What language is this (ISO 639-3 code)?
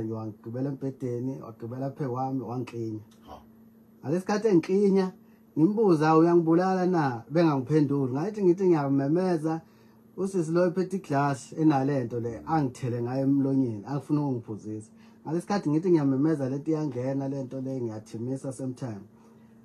zul